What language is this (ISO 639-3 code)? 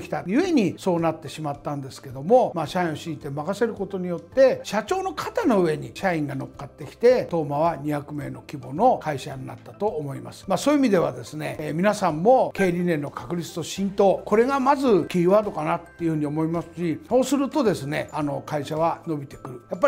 jpn